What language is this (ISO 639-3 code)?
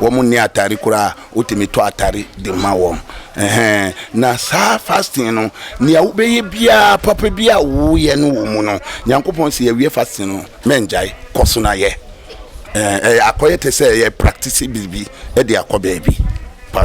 aka